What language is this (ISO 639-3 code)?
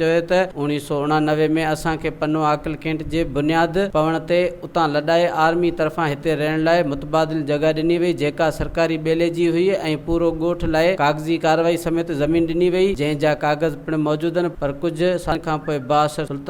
snd